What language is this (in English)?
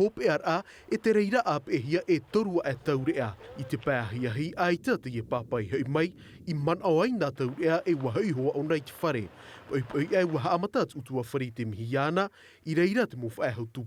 Tahitian